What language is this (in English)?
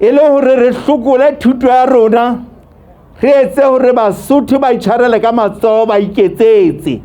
Southern Sotho